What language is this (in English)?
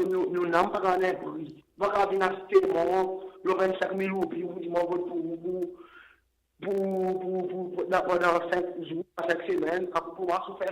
Seselwa Creole French